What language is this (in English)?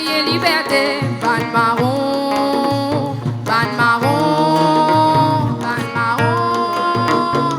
Morisyen